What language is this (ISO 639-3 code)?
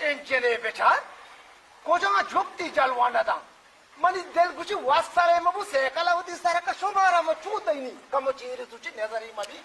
bal